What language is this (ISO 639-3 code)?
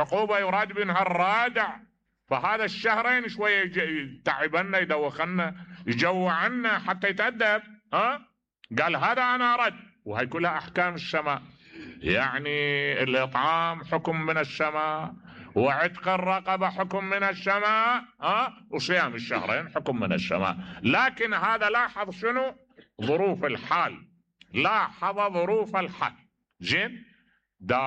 acm